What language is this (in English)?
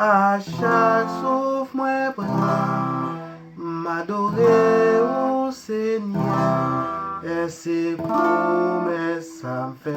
Haitian Creole